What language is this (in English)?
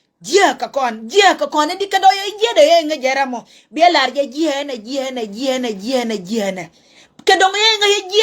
Nuer